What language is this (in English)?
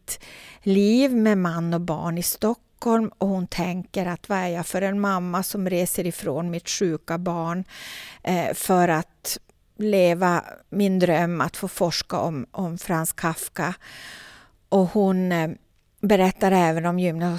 Swedish